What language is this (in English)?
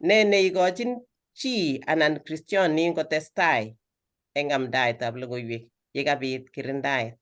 Kalenjin